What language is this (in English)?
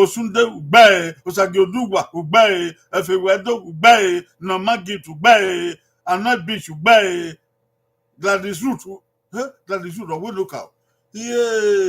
Bini